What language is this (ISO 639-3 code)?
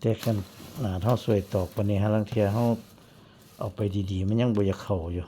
tts